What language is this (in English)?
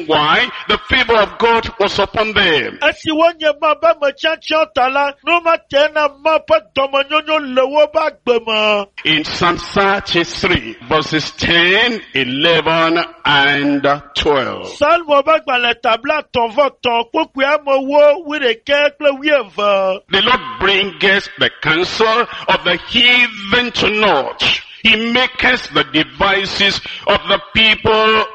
Ewe